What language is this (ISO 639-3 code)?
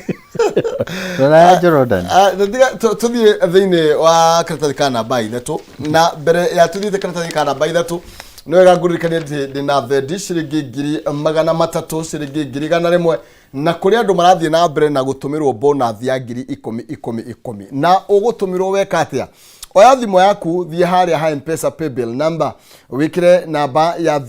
kik